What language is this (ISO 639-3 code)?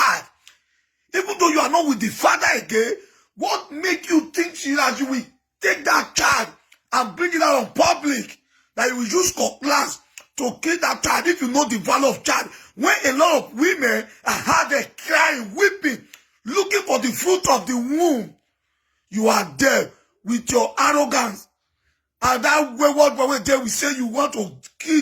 pcm